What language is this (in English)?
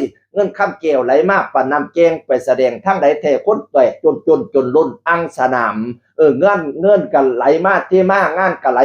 Northeastern Thai